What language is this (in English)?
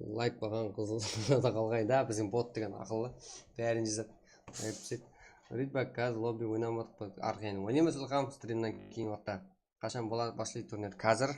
Kara-Kalpak